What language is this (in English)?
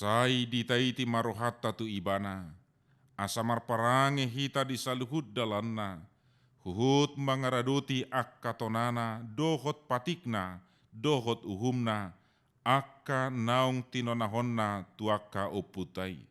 Batak Toba